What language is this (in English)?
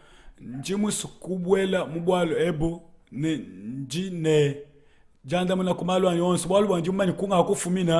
Luba-Lulua